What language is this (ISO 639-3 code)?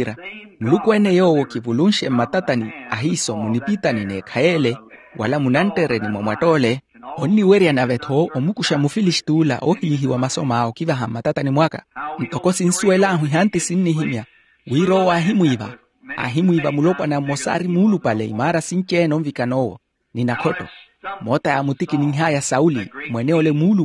vmw